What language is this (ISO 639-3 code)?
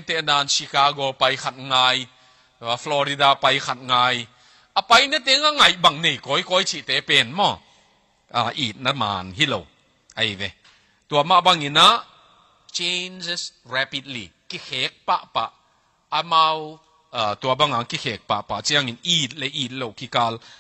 ctd